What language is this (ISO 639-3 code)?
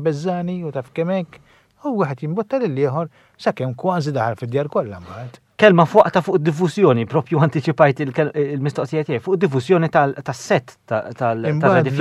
mlt